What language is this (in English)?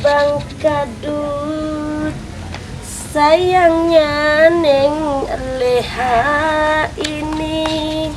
Betawi